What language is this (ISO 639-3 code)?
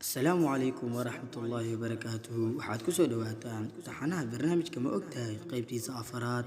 som